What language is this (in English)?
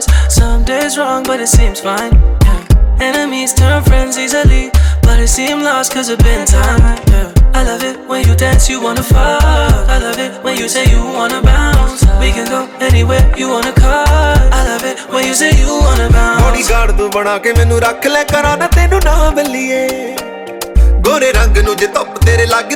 Punjabi